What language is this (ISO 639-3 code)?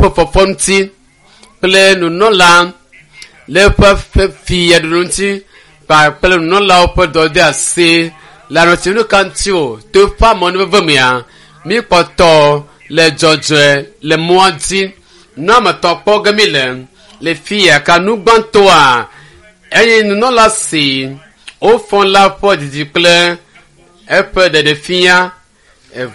ewe